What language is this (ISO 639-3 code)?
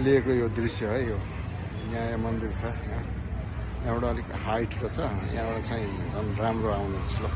nep